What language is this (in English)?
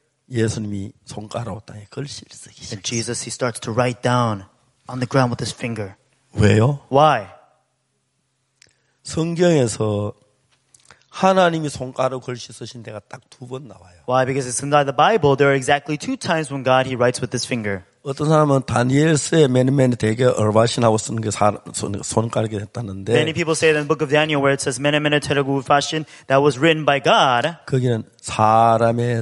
Korean